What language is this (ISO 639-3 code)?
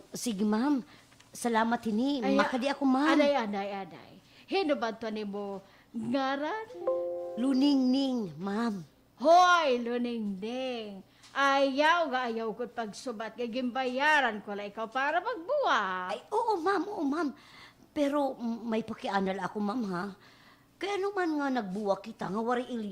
war